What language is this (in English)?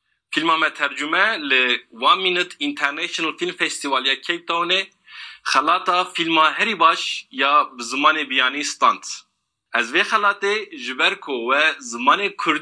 Kurdish